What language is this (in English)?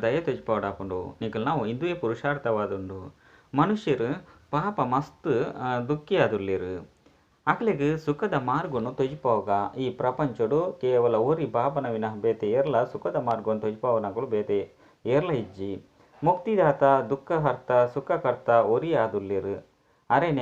Tulu